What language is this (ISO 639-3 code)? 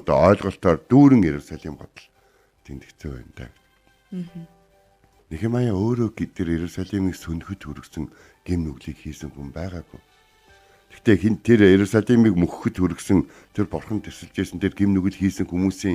mon